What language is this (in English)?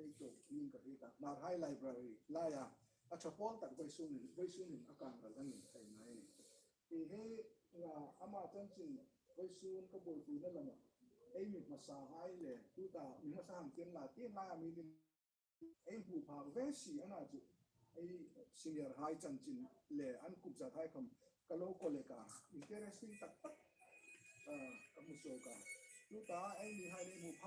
Hmar